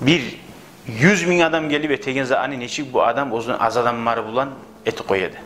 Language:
Kumyk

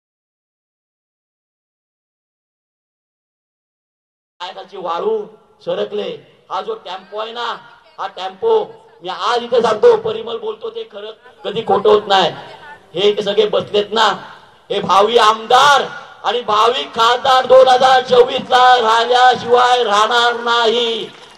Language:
Marathi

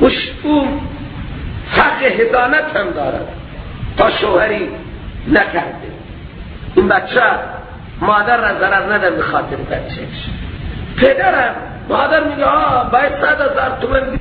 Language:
Persian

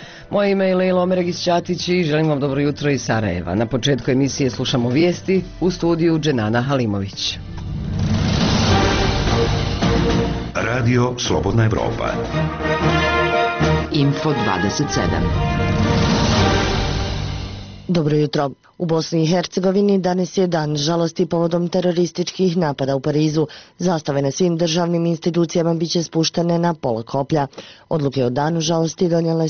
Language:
Bosnian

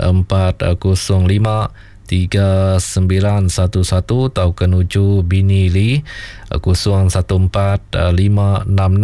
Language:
Iban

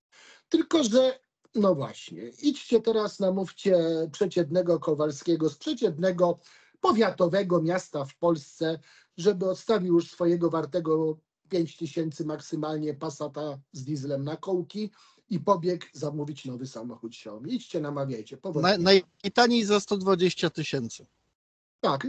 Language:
Polish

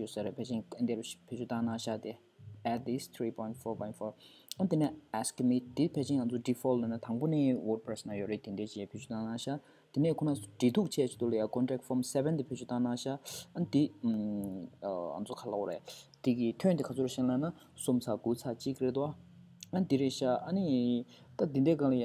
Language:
Tibetan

